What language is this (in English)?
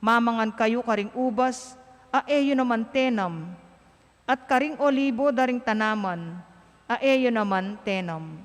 Pampanga